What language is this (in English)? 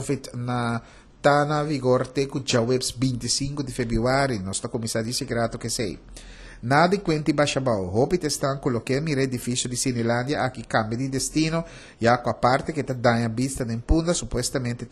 Papiamento